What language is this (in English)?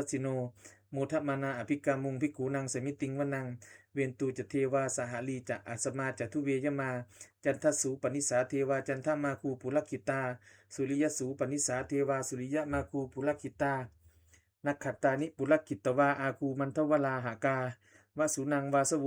Pali